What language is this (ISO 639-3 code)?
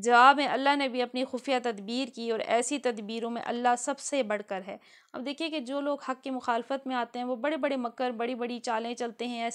urd